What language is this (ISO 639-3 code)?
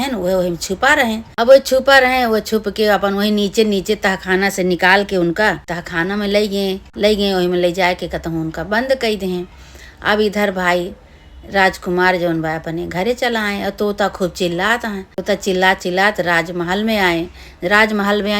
awa